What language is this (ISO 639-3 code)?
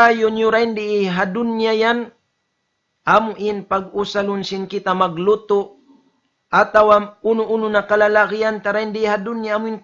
tsg